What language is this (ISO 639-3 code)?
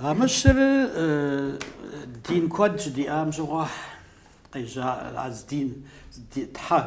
kbd